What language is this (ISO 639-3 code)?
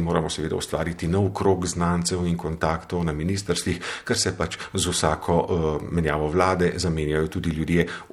slv